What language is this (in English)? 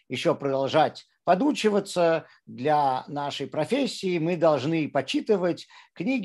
Russian